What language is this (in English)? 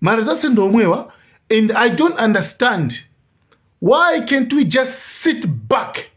Nyanja